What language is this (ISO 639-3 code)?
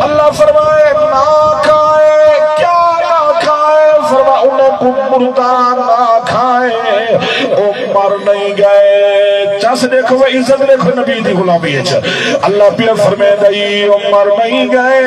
skr